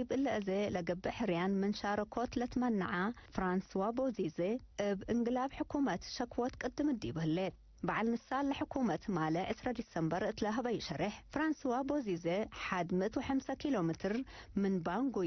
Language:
Tigre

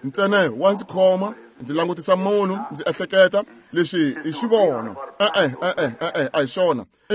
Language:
Tsonga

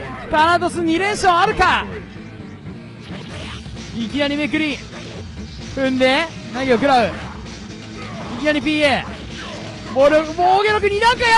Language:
Japanese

